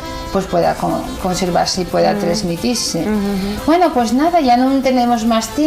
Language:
Asturian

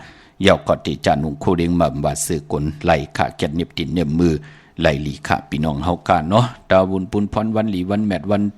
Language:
Shan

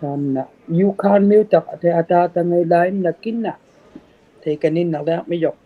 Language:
Inuktitut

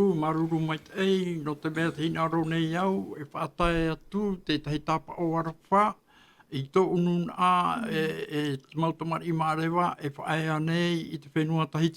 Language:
Tahitian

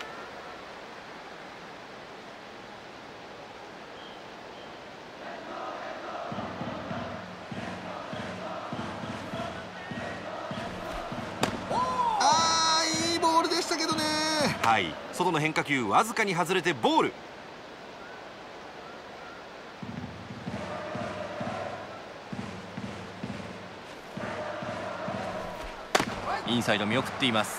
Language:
Japanese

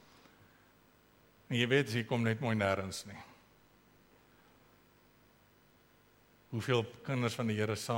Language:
Afrikaans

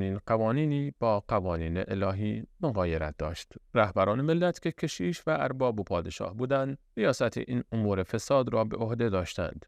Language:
Persian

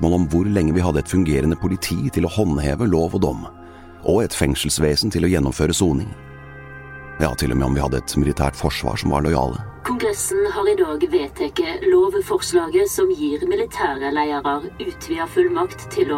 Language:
Norwegian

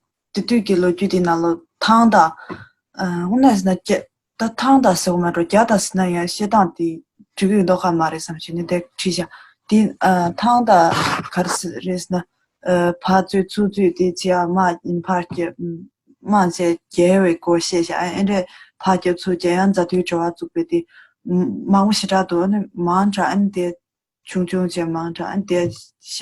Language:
Tibetan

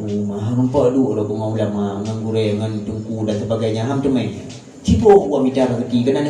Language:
Achinese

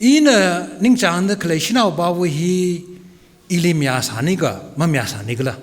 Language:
Tangkhul Naga (India)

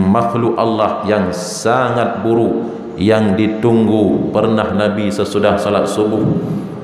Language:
Achinese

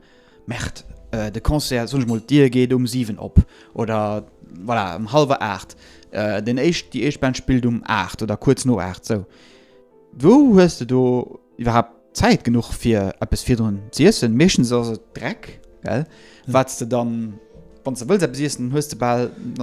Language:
Luxembourgish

